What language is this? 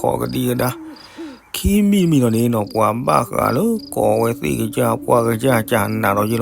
S'gaw Karen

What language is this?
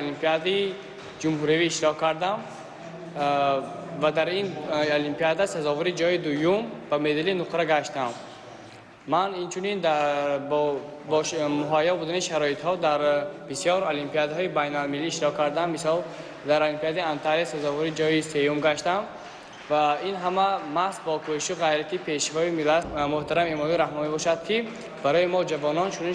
Tajik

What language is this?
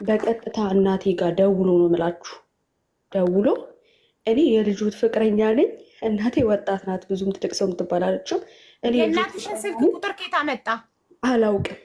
Amharic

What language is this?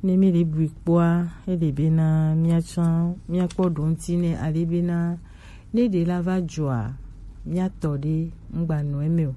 Gen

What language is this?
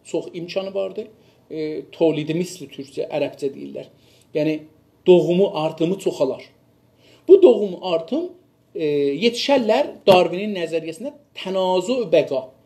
South Azerbaijani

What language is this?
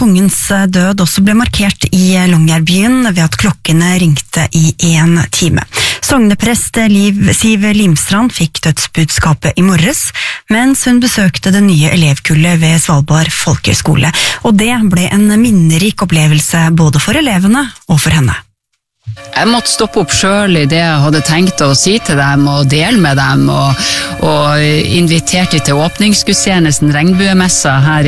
Norwegian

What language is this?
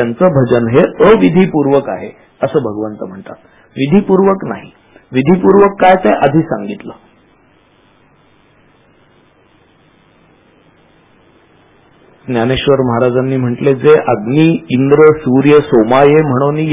Marathi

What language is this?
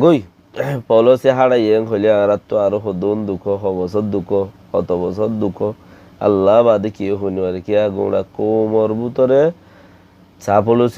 Rohingya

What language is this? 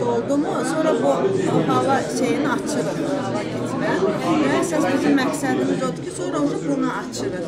Azerbaijani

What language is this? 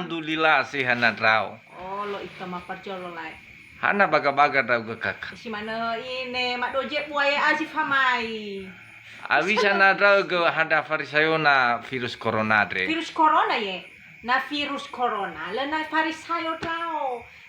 Nias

